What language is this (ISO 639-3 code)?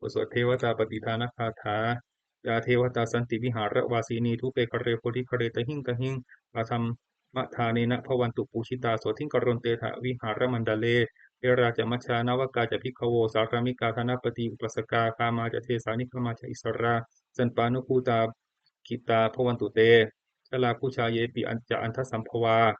pli